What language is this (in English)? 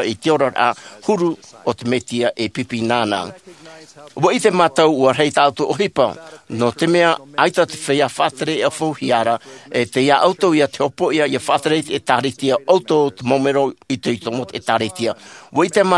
Tahitian